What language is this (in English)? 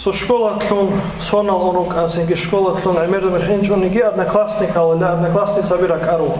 Avaric